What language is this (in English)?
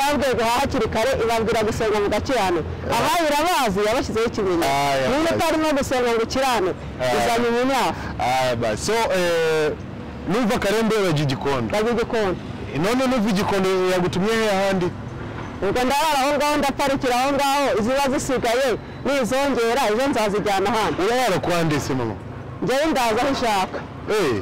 Kinyarwanda